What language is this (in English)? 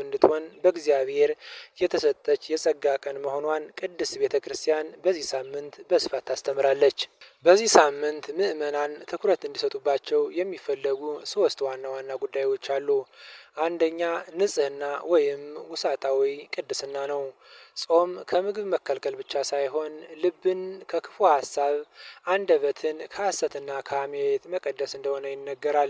Amharic